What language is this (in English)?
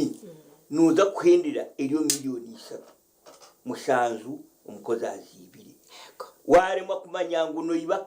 Nyankole